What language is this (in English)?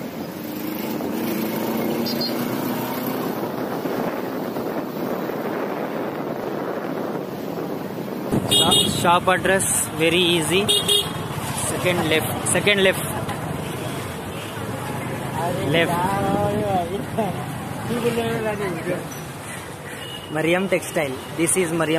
Telugu